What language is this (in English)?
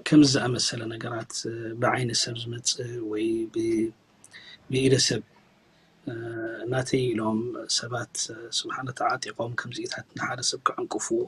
Tigrinya